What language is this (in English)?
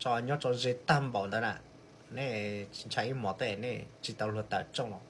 Hmong